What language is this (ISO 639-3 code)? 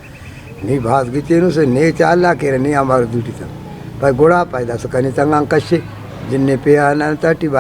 brh